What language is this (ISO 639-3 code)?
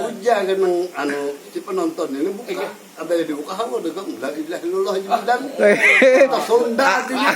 bjn